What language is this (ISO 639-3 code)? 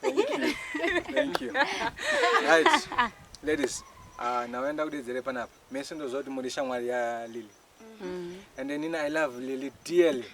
sna